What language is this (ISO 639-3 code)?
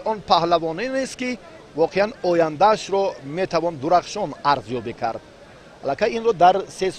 tgk